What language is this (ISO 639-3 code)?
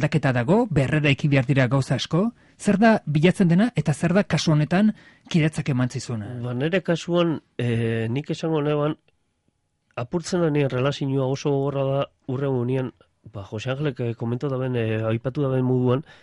eus